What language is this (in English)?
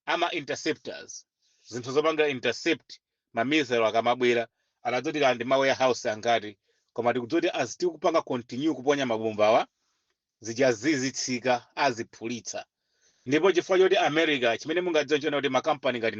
Nyanja